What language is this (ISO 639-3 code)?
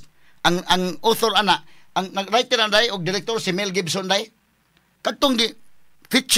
ceb